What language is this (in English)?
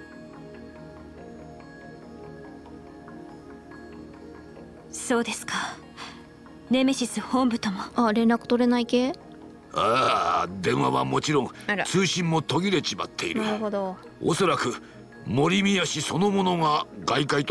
Japanese